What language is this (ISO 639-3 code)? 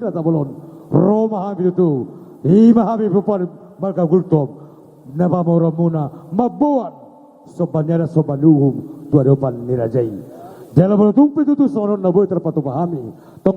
bbc